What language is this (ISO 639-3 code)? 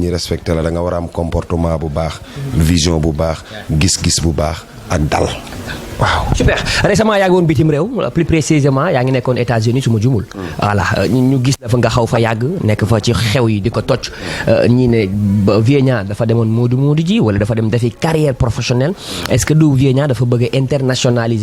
wol